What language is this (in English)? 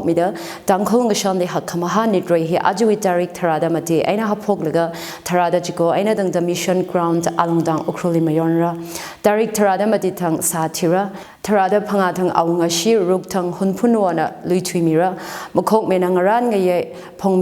Tangkhul Naga (India)